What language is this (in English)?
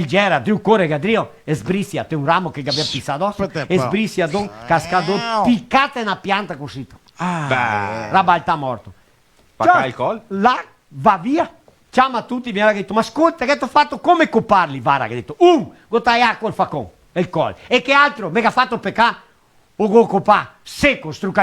Venetian